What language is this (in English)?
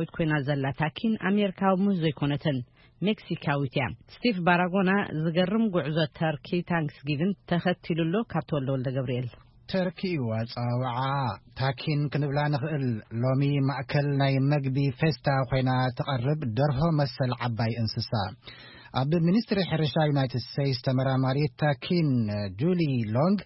Tigrinya